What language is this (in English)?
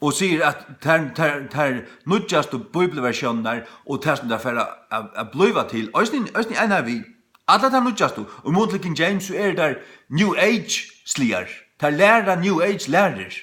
Faroese